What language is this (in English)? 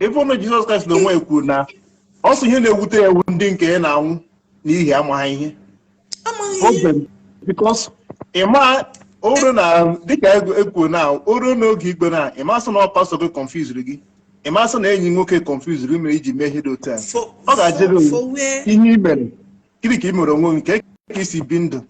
Igbo